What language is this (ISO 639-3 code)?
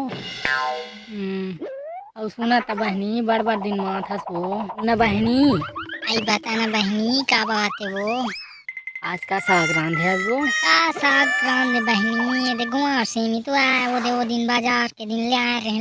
hne